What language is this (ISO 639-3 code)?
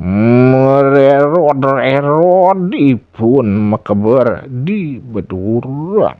ban